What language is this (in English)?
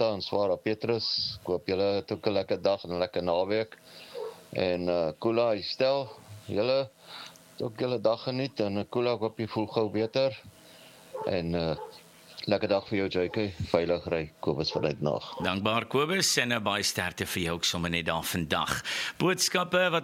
Afrikaans